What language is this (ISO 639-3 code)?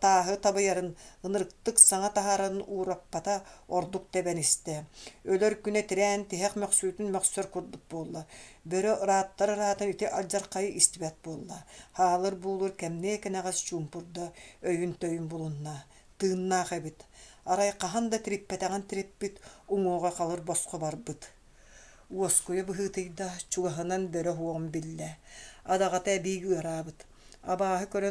sah